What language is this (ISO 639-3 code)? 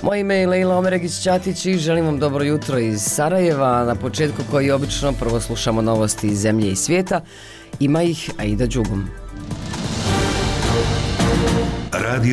bos